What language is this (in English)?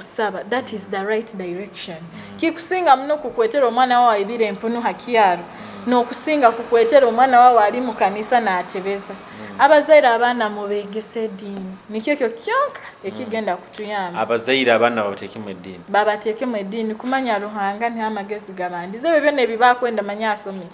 Nyoro